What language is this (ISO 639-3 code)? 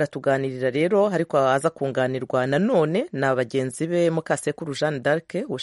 kin